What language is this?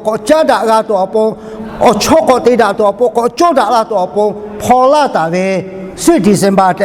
Lahu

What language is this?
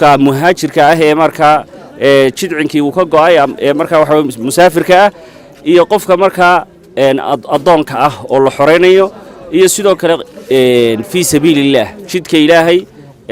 Somali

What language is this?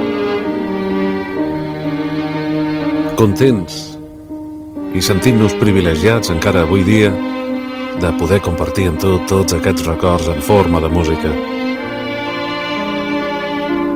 Catalan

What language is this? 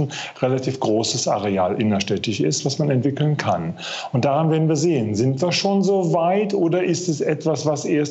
German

